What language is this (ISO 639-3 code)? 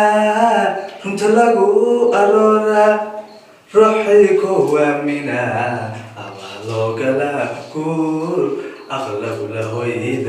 som